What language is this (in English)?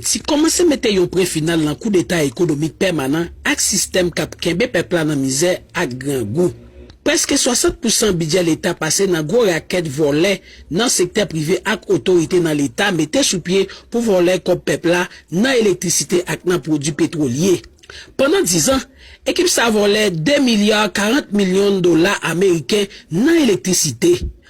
Haitian Creole